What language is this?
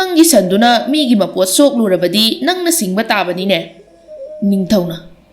Manipuri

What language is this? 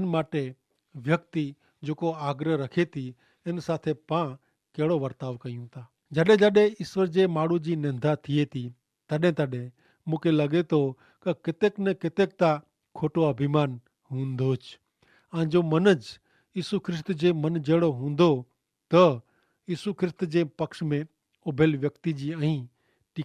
Kachhi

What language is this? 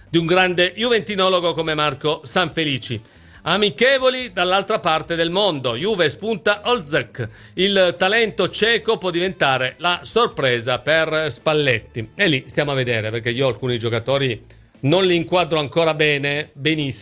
Italian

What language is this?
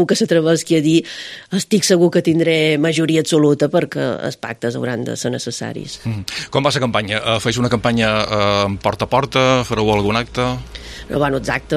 Catalan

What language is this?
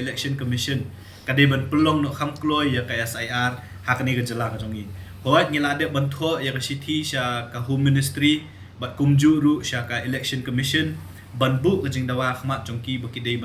Khasi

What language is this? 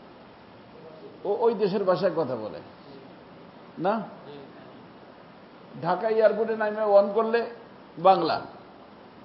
Bangla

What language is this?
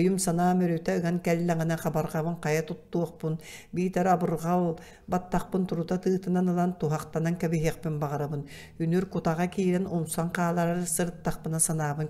Yakut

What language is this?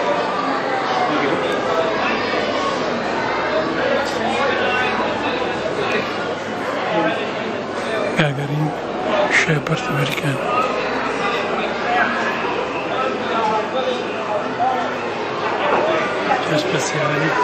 Italian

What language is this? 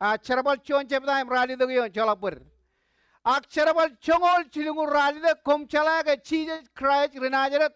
Marshallese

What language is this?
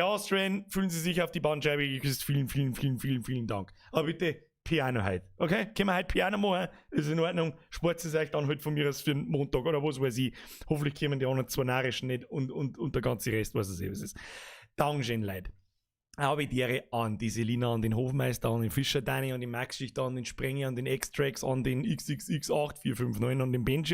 Bavarian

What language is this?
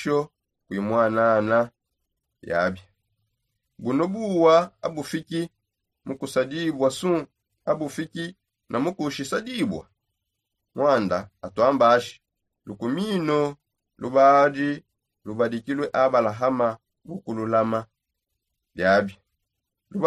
Songe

